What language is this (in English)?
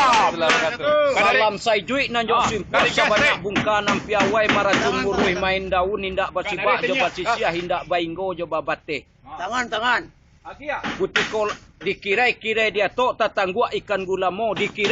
Minangkabau